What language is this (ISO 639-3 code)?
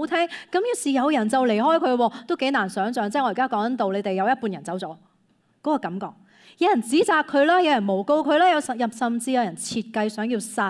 yue